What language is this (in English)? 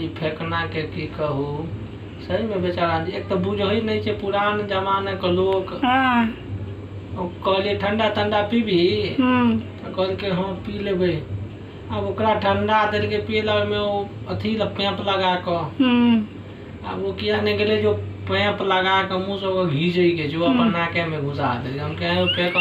Maithili